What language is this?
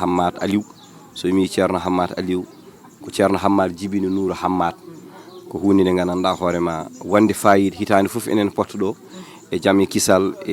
Fula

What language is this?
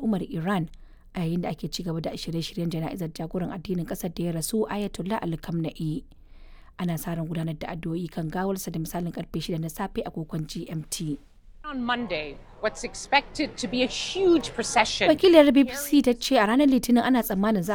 Hausa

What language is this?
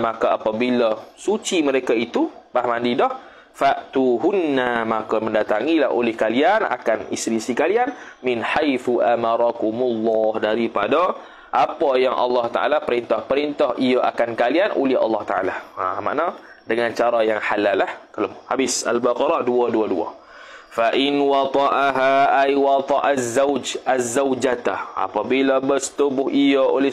Malay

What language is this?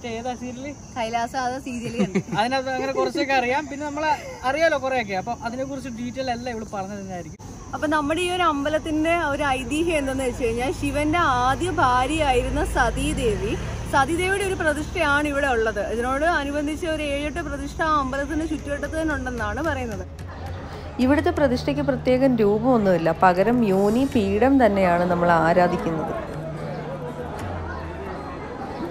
Malayalam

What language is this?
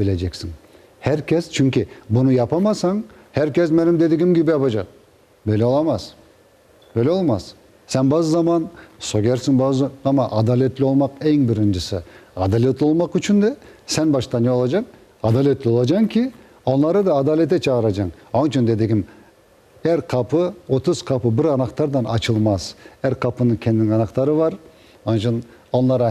Crimean Tatar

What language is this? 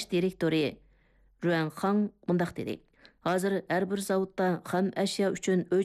Uyghur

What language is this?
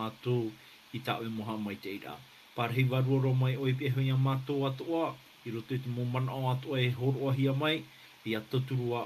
Tahitian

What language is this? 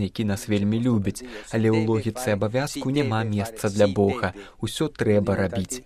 Belarusian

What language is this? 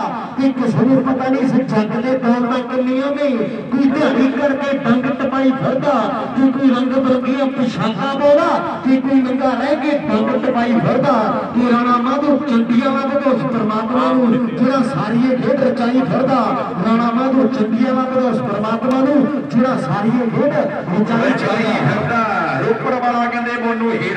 Punjabi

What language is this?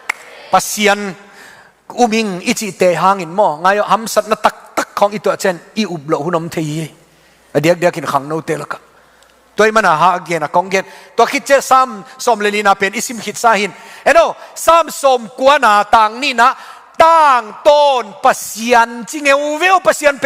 Tedim Chin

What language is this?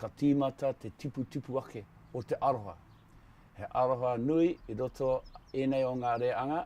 Māori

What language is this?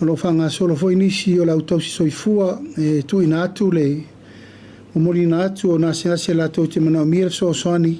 Samoan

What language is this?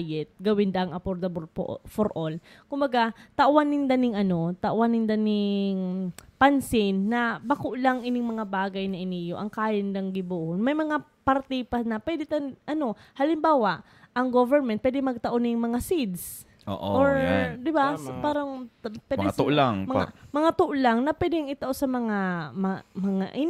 Bikol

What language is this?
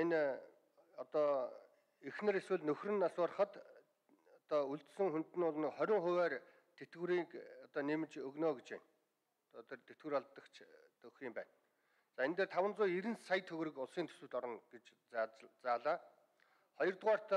Mongolian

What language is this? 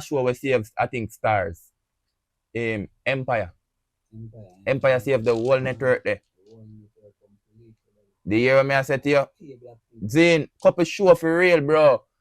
Jamaican Creole English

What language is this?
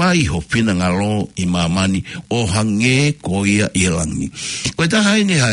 Tongan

